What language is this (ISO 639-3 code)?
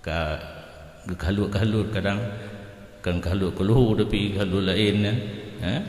ace